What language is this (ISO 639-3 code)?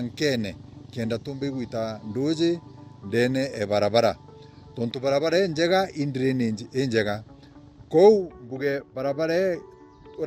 mer